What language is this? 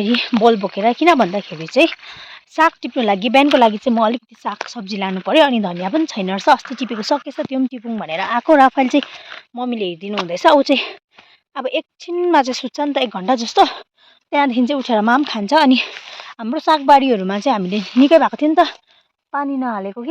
Nepali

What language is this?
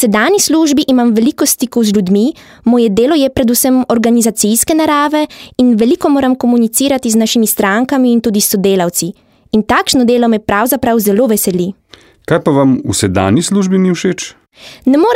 Slovenian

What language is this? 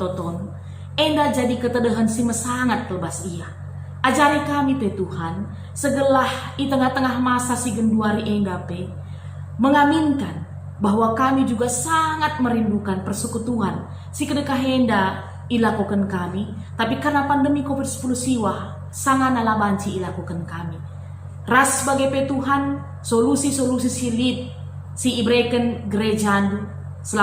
Batak Karo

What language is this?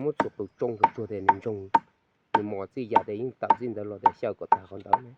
Hmong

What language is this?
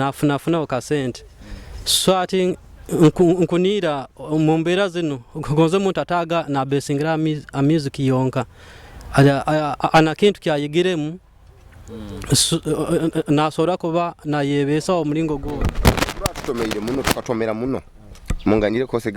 Nyoro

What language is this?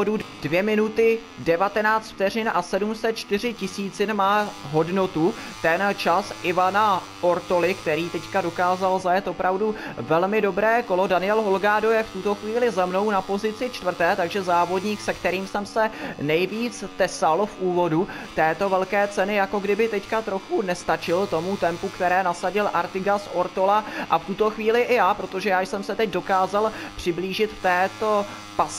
Czech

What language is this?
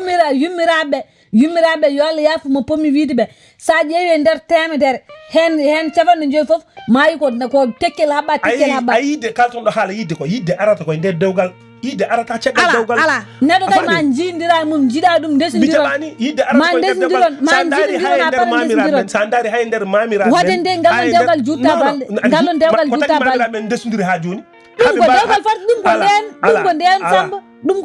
Fula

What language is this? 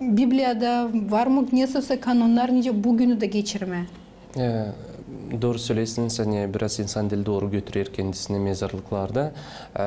Gagauz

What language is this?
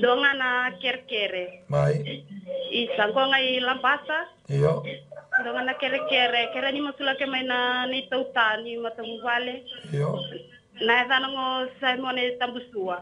Fijian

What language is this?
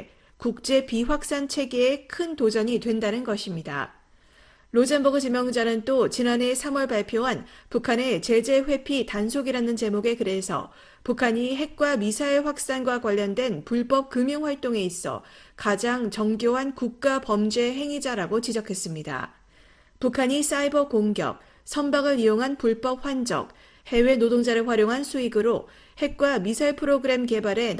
Korean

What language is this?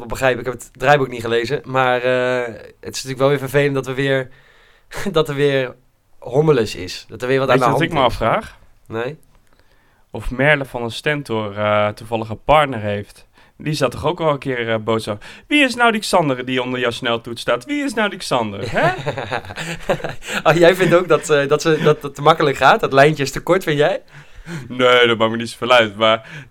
Dutch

